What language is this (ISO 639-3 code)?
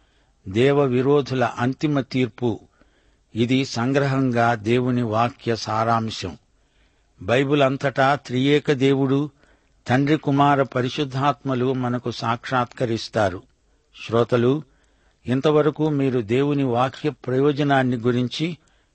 tel